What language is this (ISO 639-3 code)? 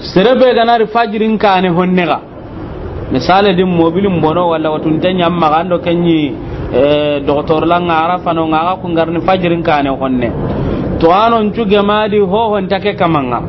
snk